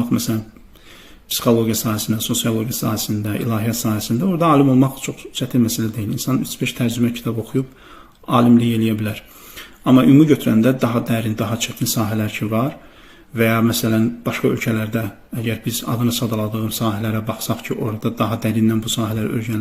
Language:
Azerbaijani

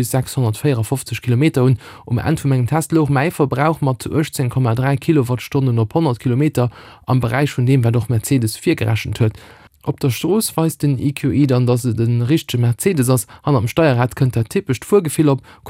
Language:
Luxembourgish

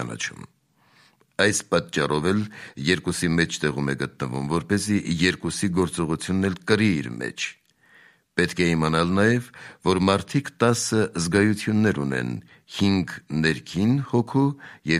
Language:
Armenian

